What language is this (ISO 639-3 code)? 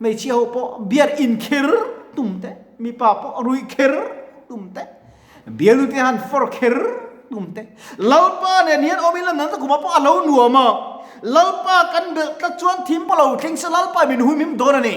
lus